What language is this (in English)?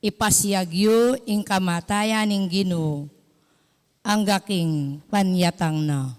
Pampanga